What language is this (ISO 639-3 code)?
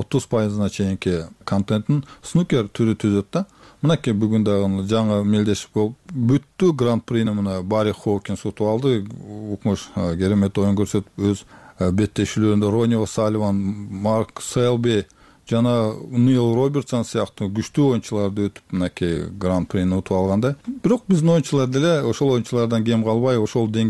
kir